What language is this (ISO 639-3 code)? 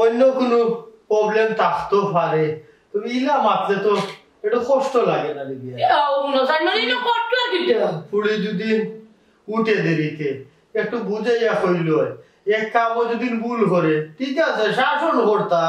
syl